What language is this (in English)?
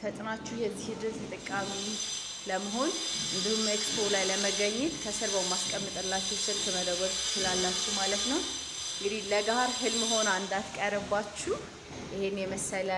Amharic